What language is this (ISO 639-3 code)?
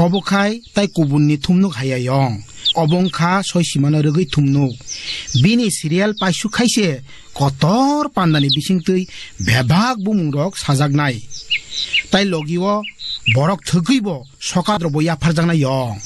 trp